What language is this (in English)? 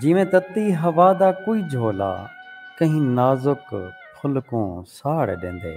Saraiki